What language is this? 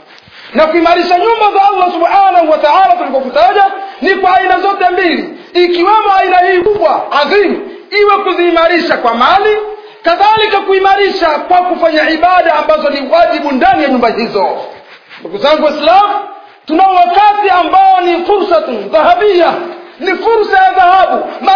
Swahili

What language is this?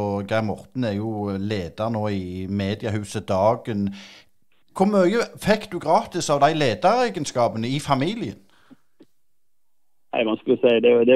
Norwegian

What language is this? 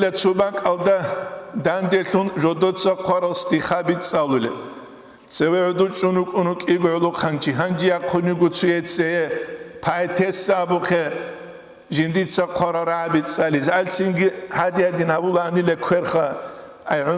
Avaric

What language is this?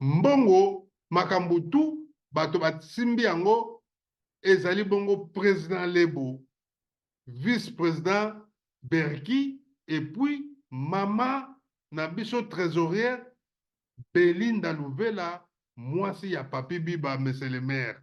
Lingala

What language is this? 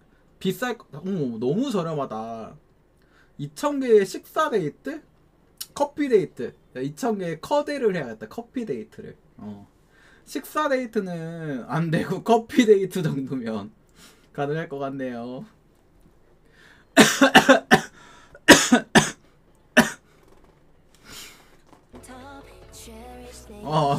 Korean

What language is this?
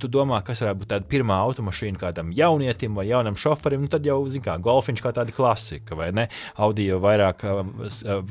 Latvian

